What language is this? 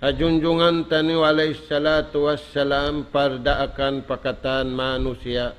Tausug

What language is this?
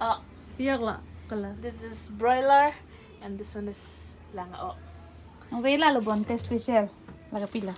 Karbi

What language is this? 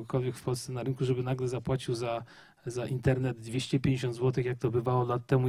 Polish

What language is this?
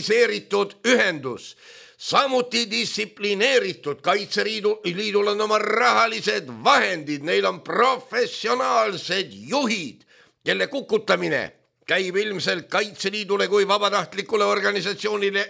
Estonian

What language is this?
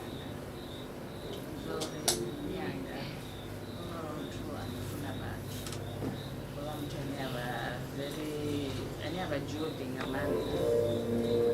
Venda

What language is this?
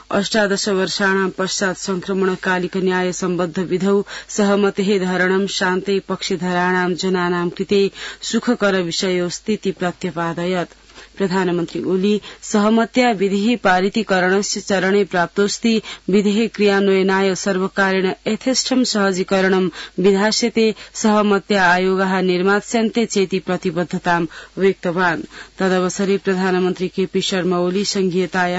Sanskrit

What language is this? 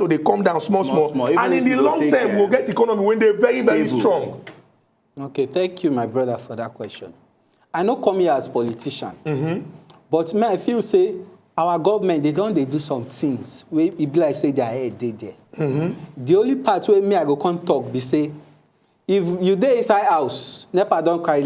Nigerian Pidgin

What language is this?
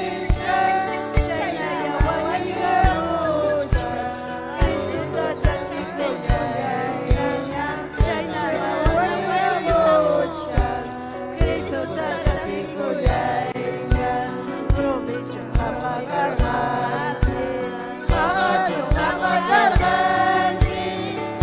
Ayacucho Quechua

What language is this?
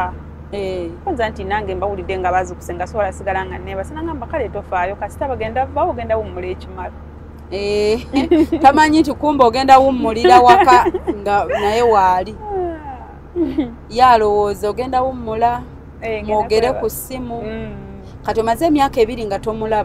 Ganda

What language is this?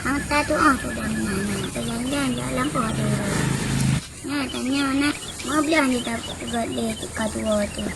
Achinese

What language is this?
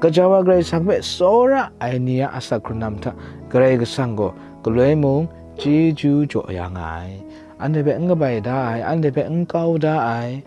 Kachin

